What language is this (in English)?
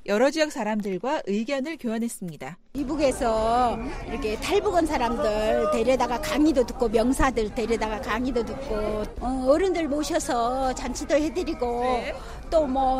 Korean